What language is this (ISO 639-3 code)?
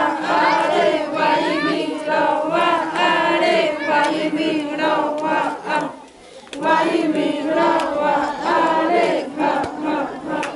xav